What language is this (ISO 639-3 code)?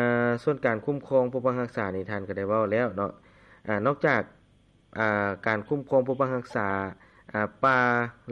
lao